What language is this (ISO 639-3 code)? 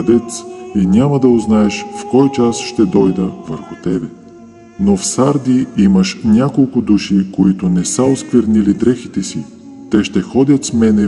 bul